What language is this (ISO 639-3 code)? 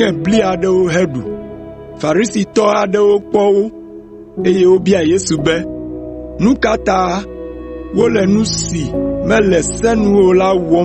ewe